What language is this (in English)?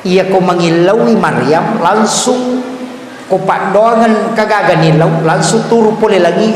Buginese